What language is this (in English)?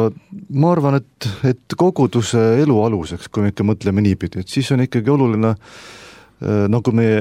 Estonian